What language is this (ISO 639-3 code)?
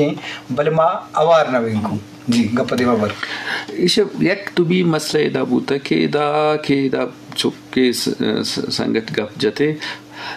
bgp